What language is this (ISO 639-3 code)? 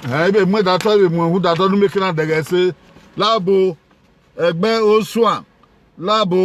bin